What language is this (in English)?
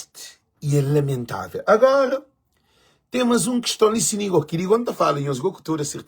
Kabuverdianu